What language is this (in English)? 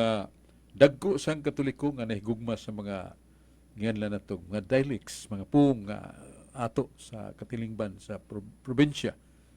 Cebuano